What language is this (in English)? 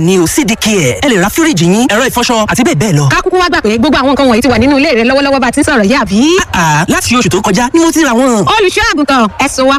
Yoruba